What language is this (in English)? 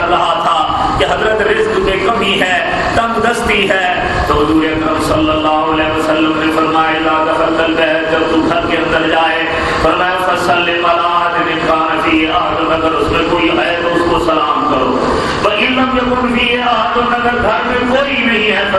Urdu